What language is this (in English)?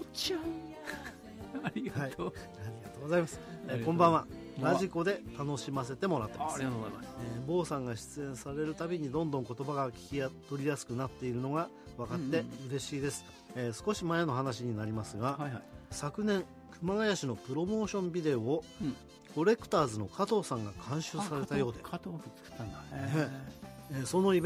Japanese